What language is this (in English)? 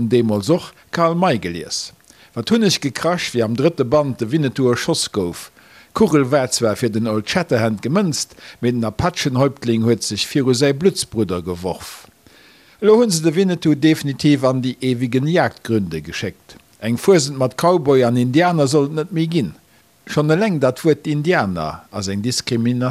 Luxembourgish